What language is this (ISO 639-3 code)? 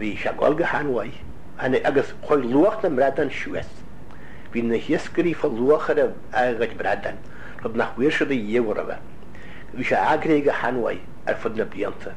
gle